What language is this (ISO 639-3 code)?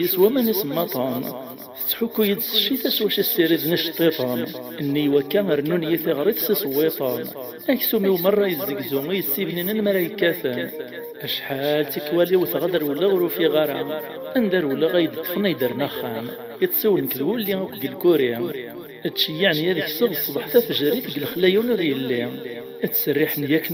kab